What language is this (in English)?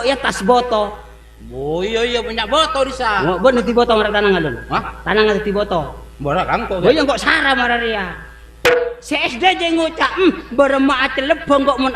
Madurese